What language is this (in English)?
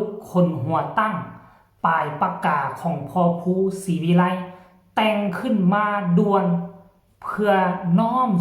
Northeastern Thai